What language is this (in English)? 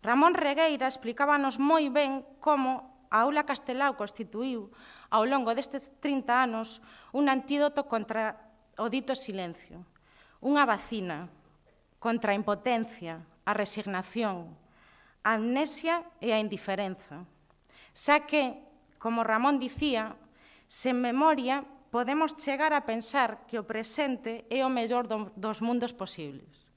Galician